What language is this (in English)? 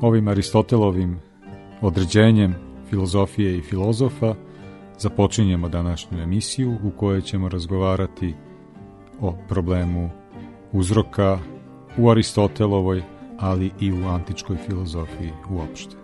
Serbian